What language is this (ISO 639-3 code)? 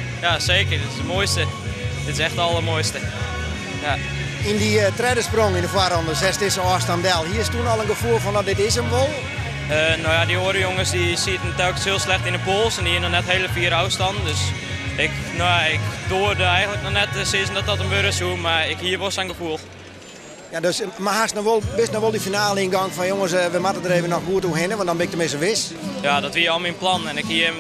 fry